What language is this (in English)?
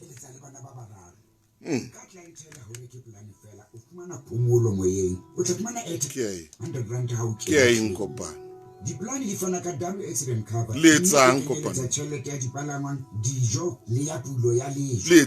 Southern Sotho